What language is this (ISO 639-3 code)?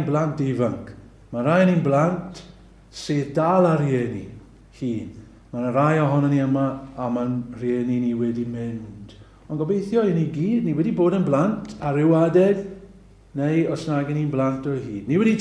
cym